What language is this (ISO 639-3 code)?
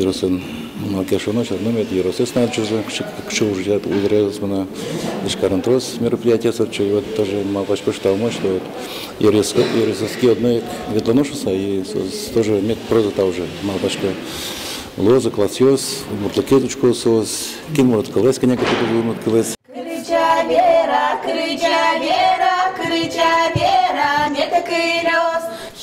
udm